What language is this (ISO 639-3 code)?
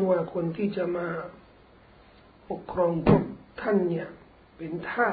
tha